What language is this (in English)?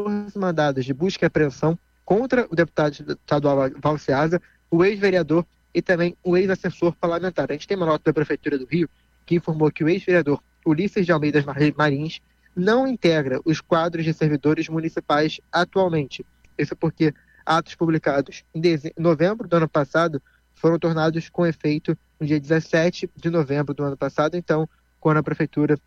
Portuguese